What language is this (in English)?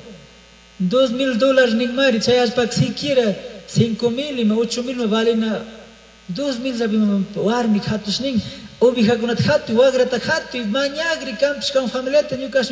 Chimborazo Highland Quichua